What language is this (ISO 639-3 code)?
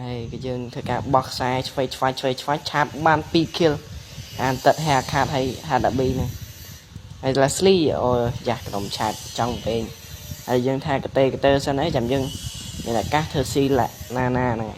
khm